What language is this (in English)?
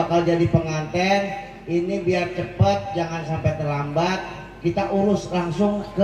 Betawi